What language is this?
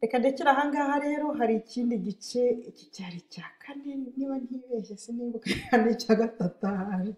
Kinyarwanda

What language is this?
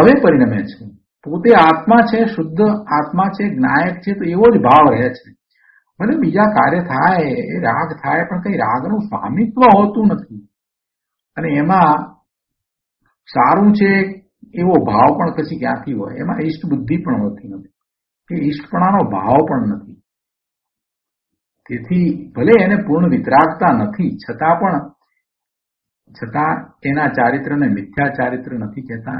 Gujarati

